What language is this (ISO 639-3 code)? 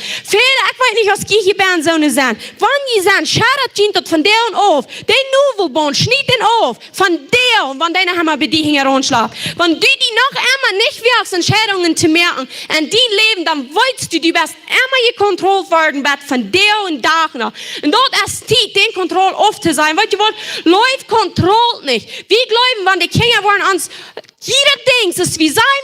pdt